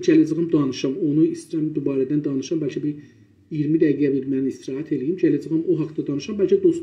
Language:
South Azerbaijani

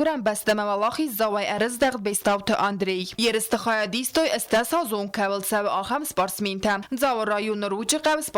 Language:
Ossetic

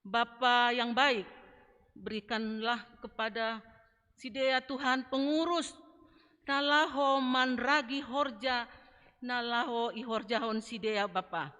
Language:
Batak Simalungun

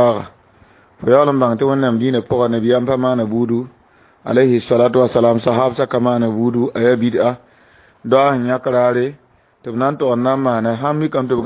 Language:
Mossi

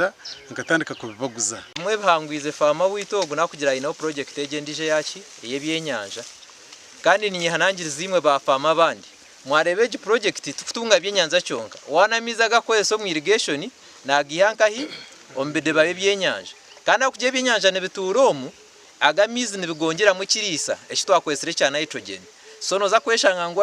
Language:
Nyankole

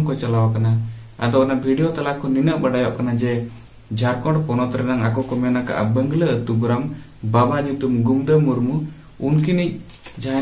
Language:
Santali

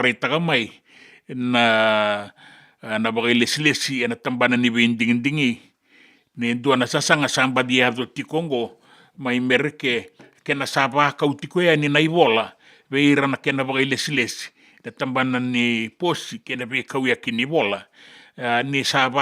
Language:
Fijian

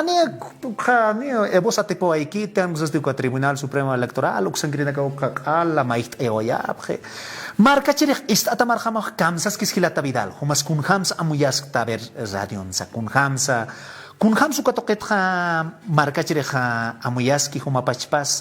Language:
Aymara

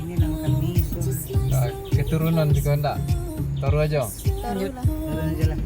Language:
Minangkabau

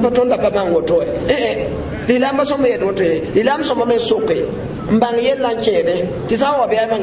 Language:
Mossi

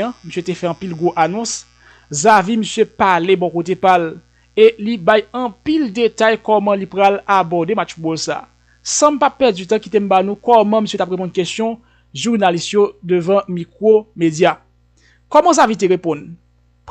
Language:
Haitian Creole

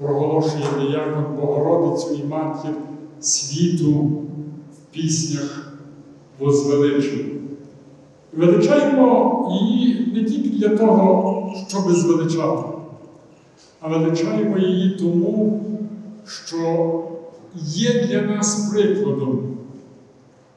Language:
Ukrainian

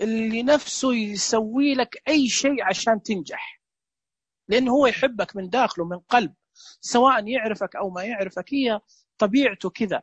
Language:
Najdi Arabic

